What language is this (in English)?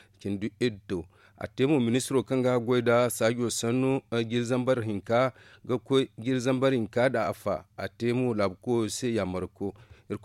Zarma